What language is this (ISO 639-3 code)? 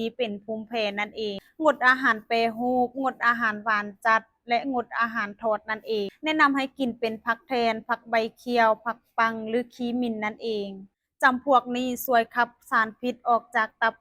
lao